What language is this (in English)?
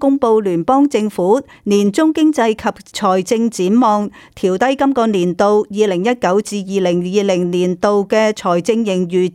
Cantonese